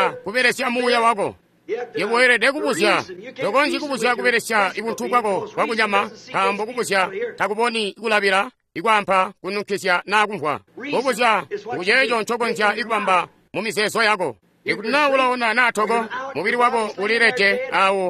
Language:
Tonga (Zambia)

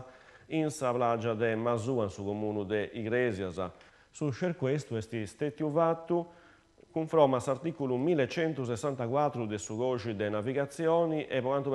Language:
Sardinian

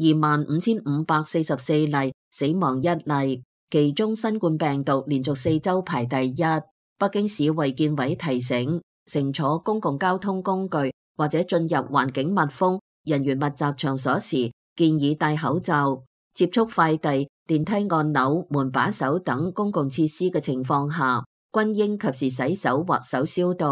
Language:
Cantonese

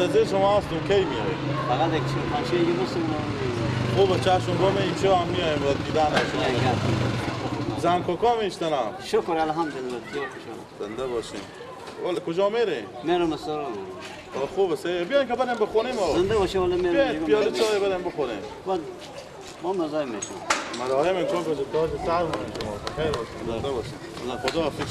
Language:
Persian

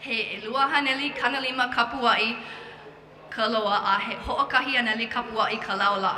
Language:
Hawaiian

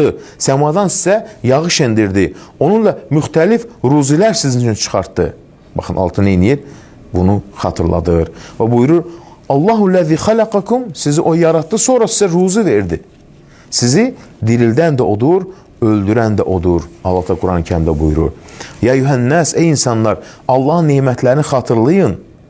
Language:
Azerbaijani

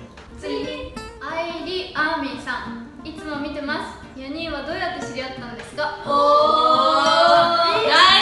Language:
Japanese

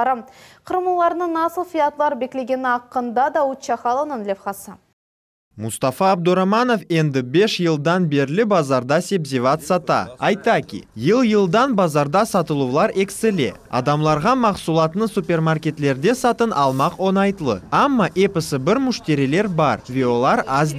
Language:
Crimean Tatar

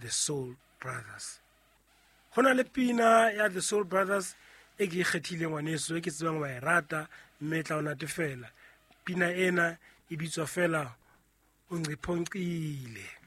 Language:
Southern Sotho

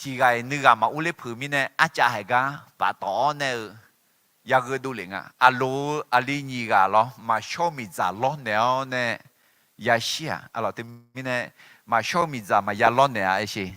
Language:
Akha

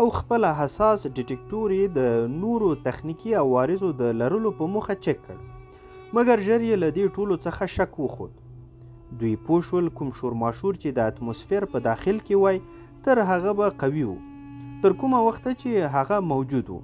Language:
Pashto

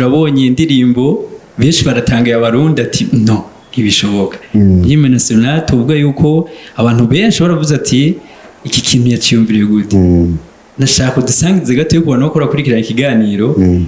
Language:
Rundi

